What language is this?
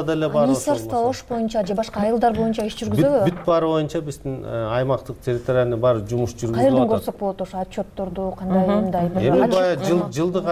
Kyrgyz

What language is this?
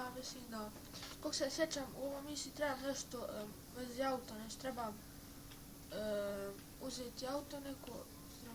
Bosnian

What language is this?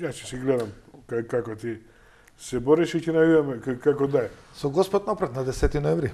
Macedonian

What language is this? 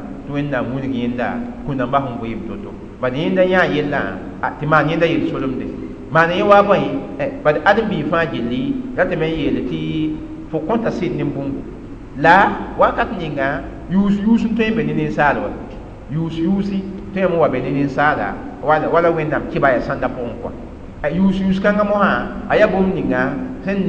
Mossi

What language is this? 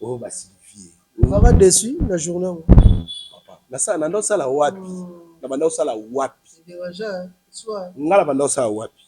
Lingala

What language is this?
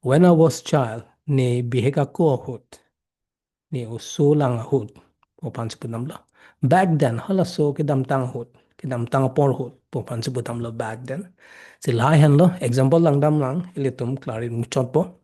Karbi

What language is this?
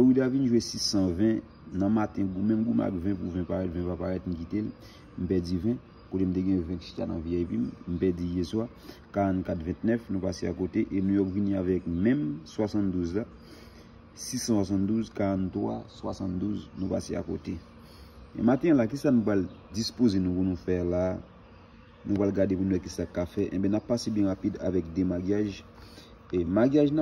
Haitian Creole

